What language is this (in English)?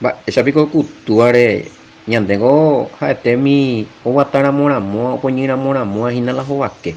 Guarani